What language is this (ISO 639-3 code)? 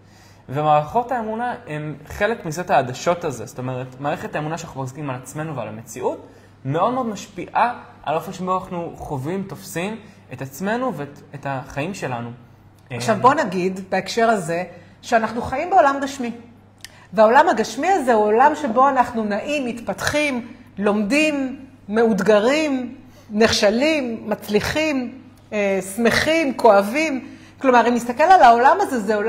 heb